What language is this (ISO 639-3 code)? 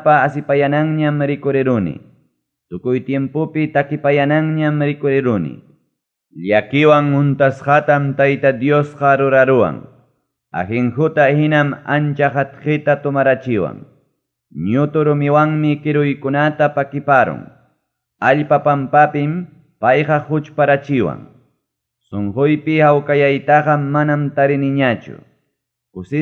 quy